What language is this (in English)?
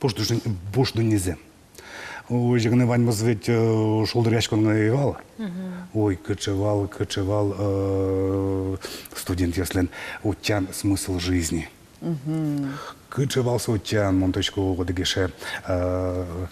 Udmurt